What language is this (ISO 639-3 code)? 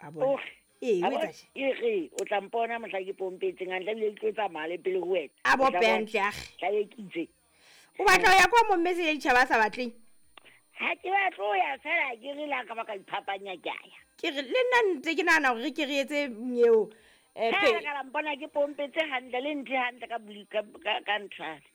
sot